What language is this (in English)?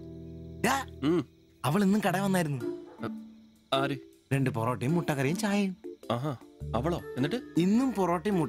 Malayalam